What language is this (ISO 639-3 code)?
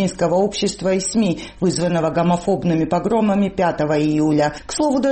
rus